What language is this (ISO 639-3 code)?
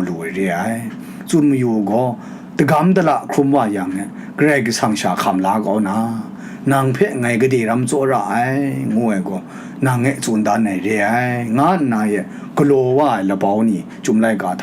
kac